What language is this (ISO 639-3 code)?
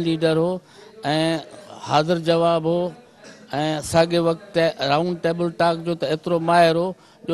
snd